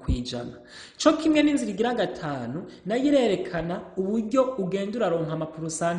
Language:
Rundi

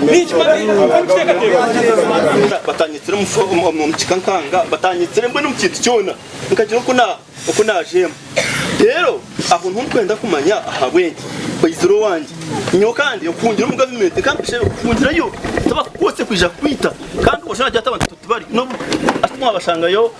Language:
Nyankole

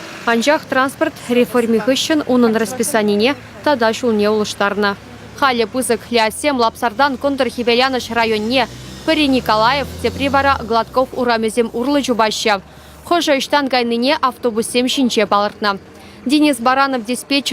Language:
Chuvash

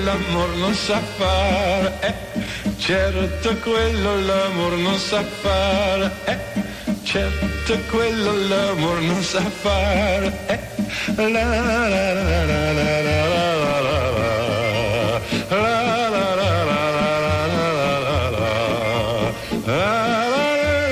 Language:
Italian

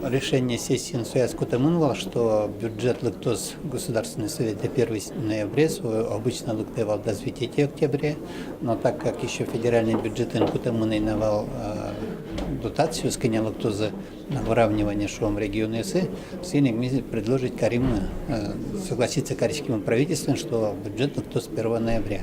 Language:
Udmurt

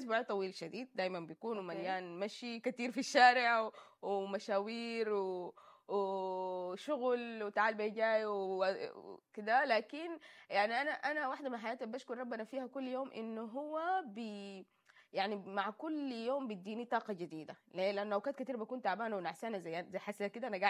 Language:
Sudanese Arabic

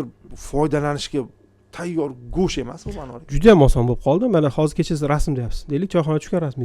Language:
Uzbek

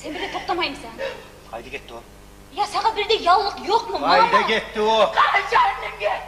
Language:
Kumyk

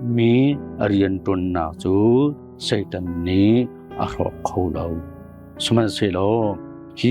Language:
Hakha Chin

